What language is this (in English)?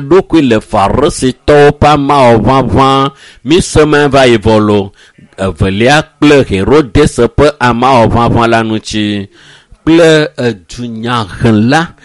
Ewe